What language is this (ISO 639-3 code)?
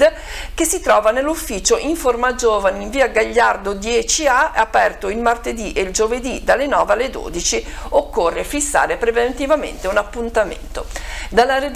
ita